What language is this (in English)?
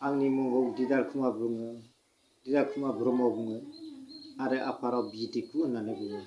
Bodo